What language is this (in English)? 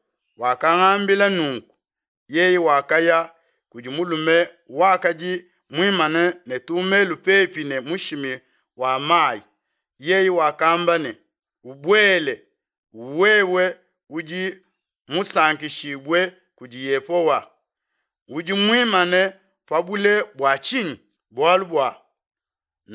Luba-Lulua